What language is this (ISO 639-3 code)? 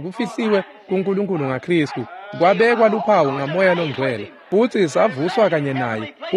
ssw